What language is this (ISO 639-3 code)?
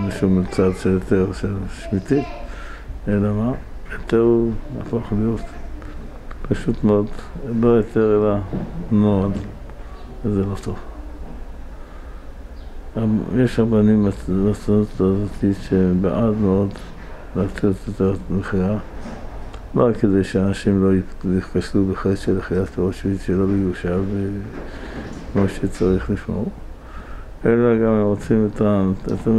heb